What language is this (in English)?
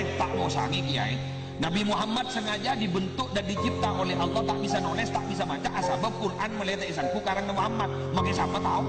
Madurese